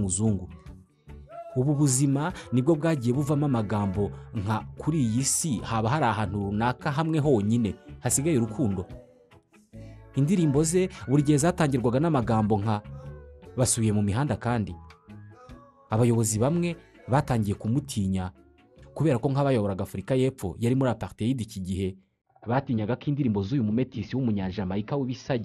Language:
Kinyarwanda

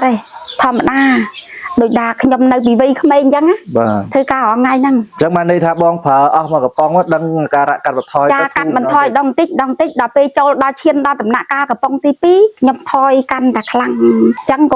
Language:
Khmer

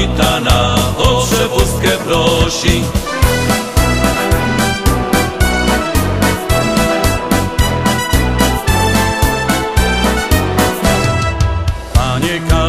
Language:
Polish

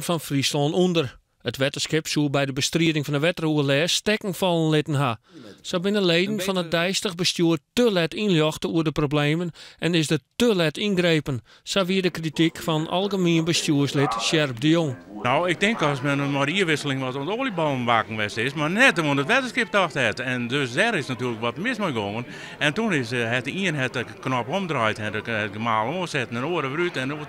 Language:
Western Frisian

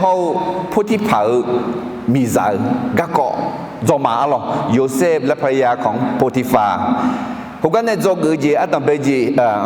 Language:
Akha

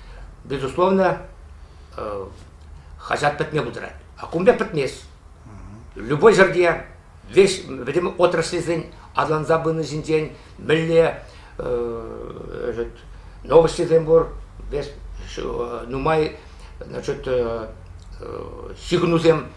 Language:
Chuvash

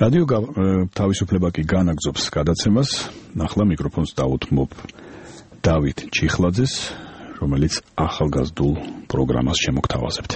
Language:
Georgian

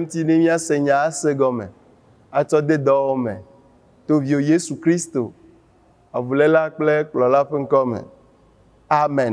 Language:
Ewe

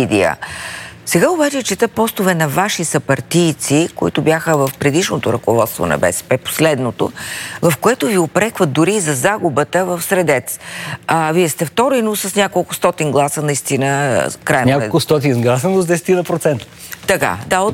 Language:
Bulgarian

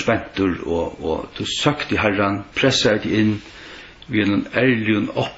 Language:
Faroese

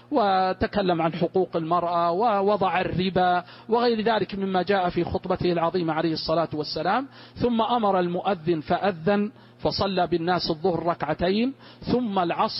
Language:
Arabic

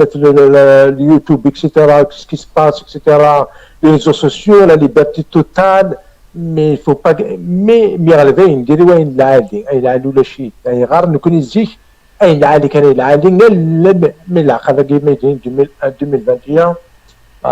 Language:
Kabyle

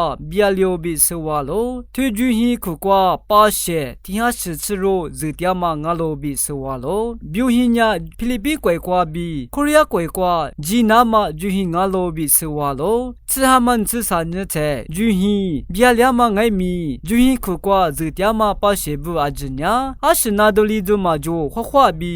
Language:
Lisu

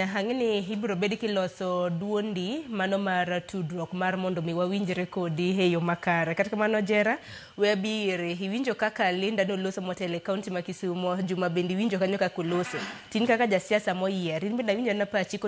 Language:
Luo (Kenya and Tanzania)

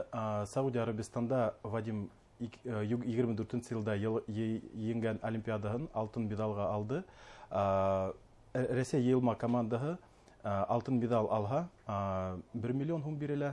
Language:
Bashkir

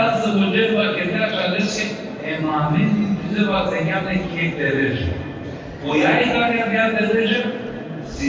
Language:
Balkan Romani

